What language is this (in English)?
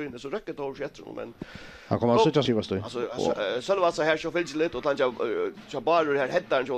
Faroese